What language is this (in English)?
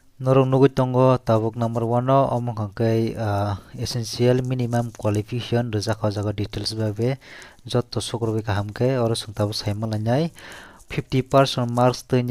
Kok Borok